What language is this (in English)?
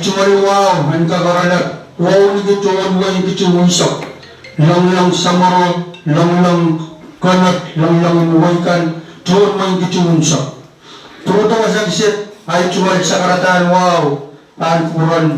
Pohnpeian